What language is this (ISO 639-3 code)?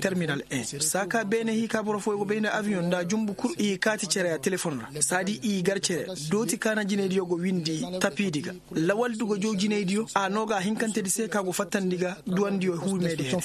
ses